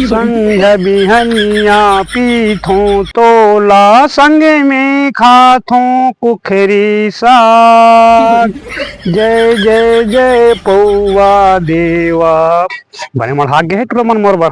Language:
Chhattisgarhi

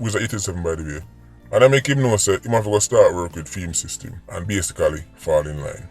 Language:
Jamaican Creole English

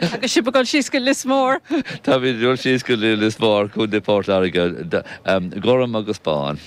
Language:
Irish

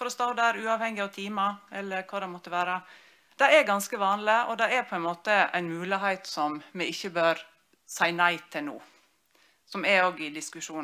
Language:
Norwegian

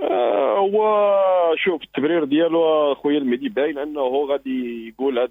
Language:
Moroccan Arabic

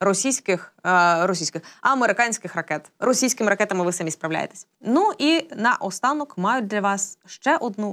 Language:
Ukrainian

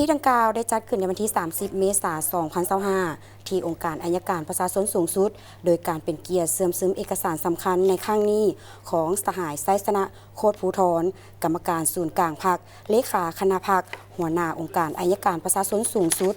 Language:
Lao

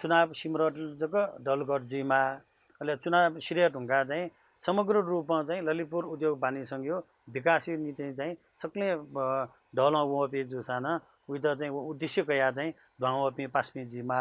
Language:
Newari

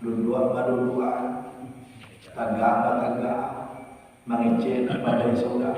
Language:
Minangkabau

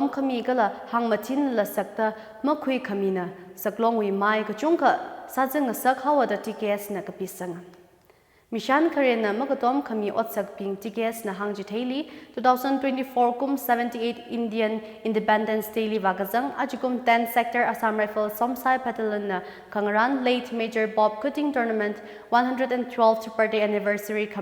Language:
Tangkhul Naga (India)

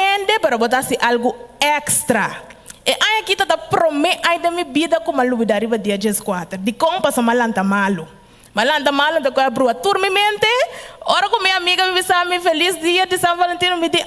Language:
Papiamento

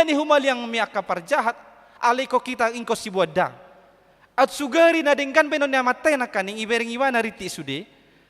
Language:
Batak Toba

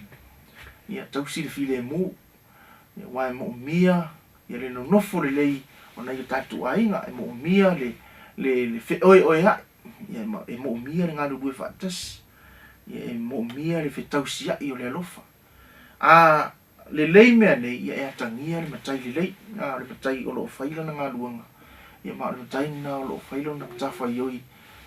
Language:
Samoan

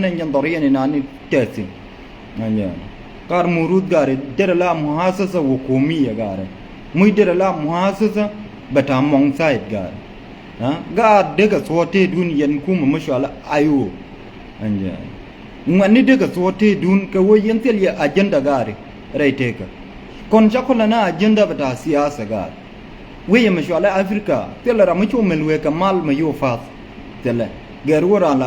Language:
Nuer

